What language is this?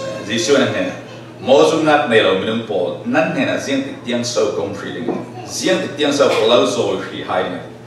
Falam Chin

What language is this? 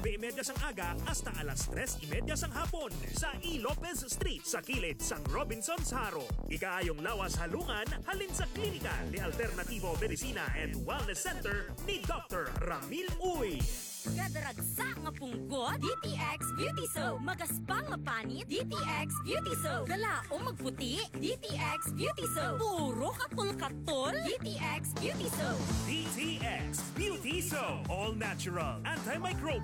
Hiligaynon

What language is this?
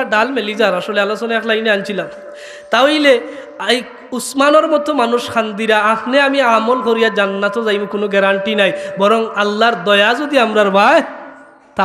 Sylheti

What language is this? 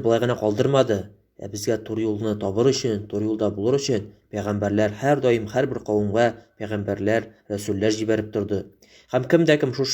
Tatar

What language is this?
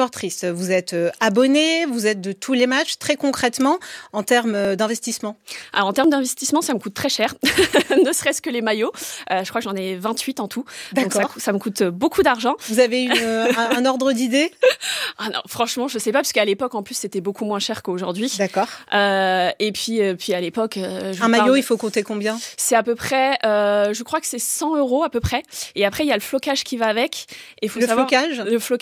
French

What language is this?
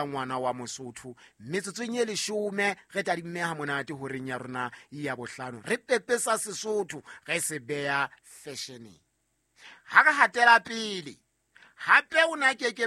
Southern Sotho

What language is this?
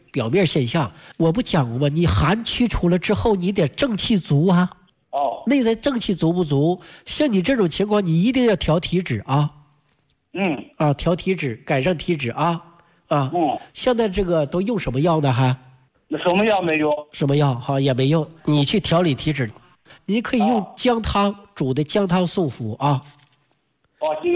Chinese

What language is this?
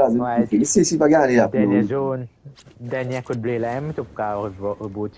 Morisyen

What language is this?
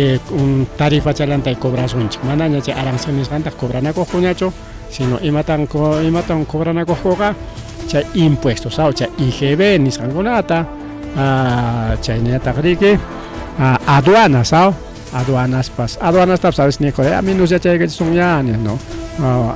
Ayacucho Quechua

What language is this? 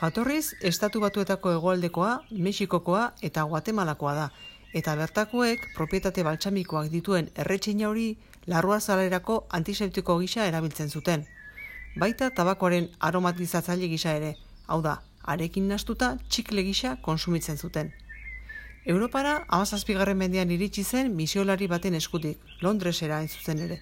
Basque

